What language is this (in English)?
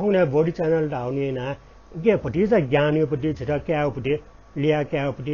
Newari